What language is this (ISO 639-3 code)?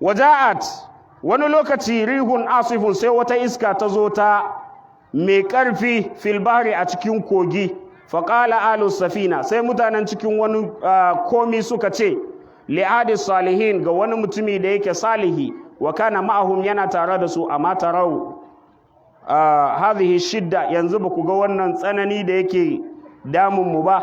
hau